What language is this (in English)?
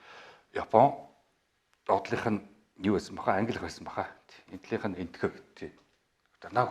Mongolian